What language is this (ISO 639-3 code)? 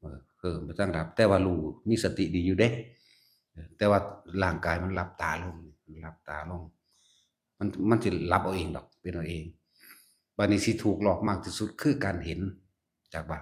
lao